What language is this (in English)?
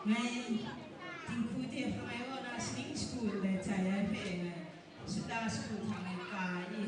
Kachin